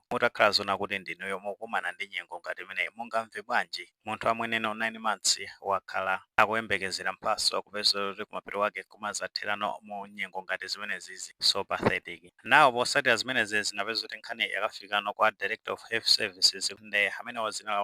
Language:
Nyanja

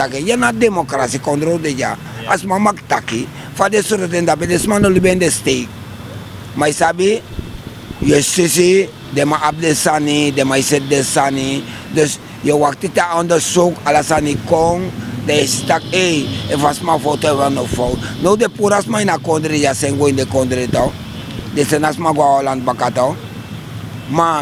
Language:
Sranan Tongo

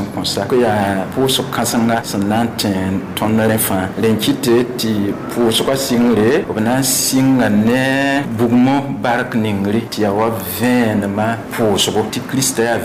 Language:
Mossi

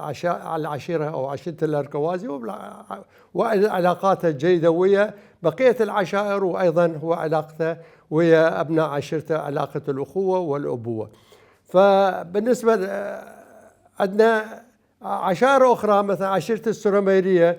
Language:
Mesopotamian Arabic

